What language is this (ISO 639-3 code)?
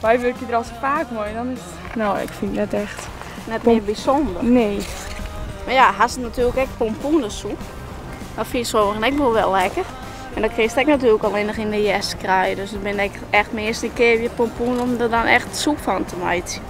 fry